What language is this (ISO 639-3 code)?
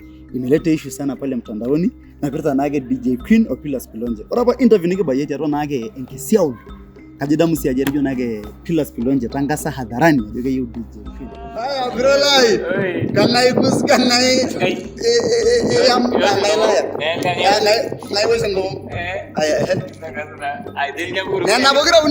mas